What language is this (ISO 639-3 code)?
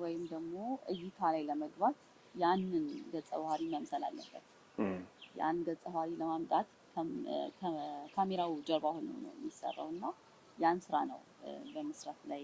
amh